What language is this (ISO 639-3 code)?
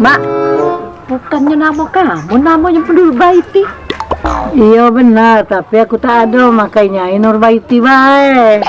mui